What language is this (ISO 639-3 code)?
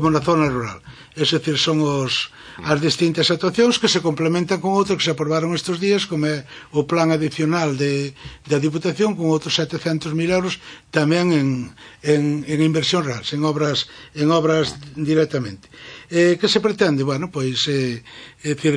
glg